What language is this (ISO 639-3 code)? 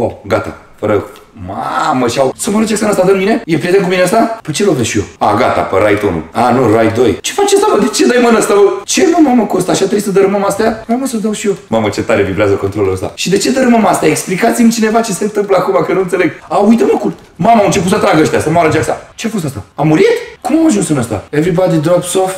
ron